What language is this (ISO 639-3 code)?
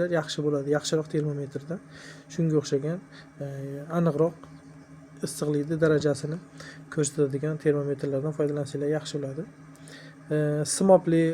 uzb